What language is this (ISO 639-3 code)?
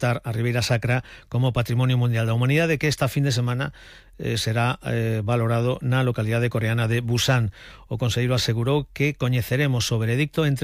glg